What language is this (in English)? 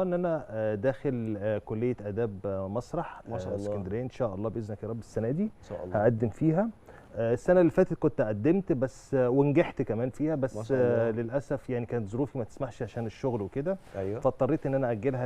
Egyptian Arabic